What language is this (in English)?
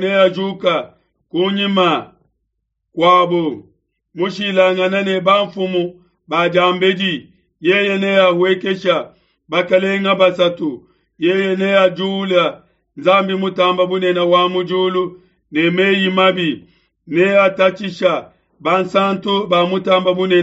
Luba-Lulua